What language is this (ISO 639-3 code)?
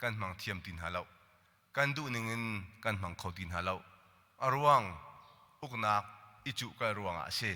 cnh